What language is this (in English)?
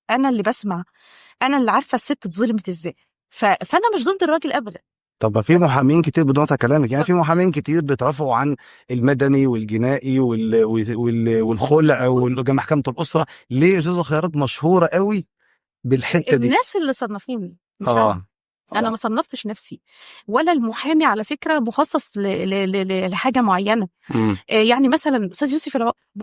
Egyptian Arabic